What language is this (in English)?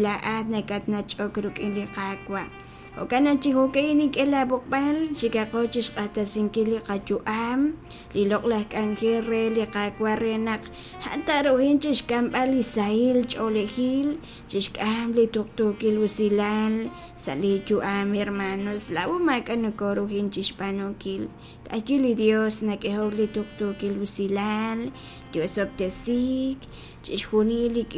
Kekchí